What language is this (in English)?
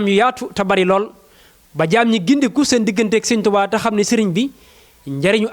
Wolof